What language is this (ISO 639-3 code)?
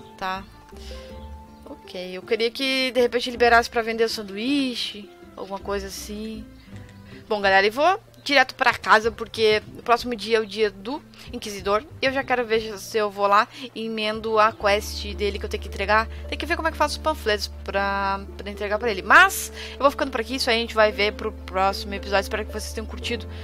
por